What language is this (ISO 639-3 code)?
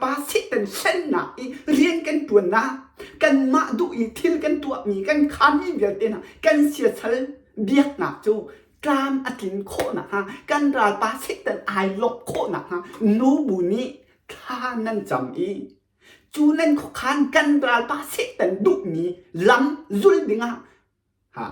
cnh